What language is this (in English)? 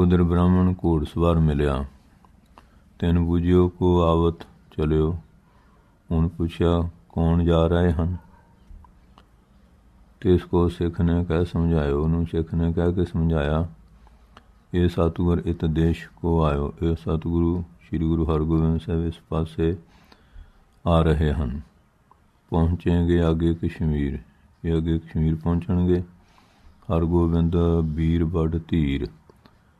Punjabi